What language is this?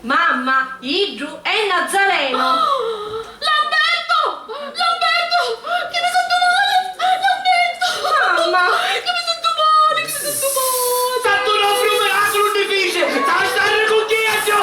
Sicilian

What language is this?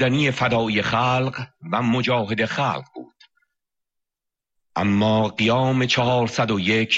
Persian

